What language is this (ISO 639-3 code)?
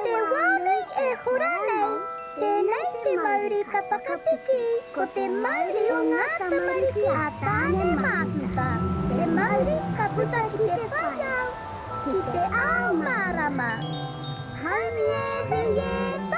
mri